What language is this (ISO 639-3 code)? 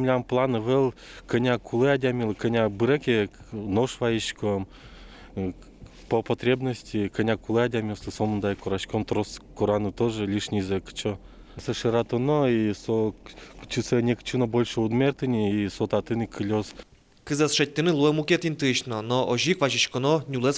udm